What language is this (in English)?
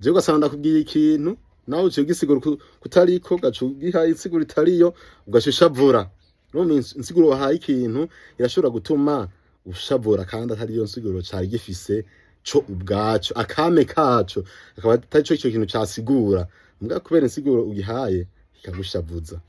Rundi